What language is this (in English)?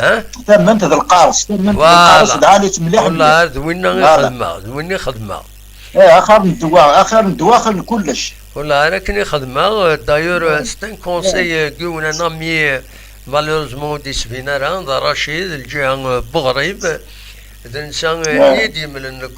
Kabyle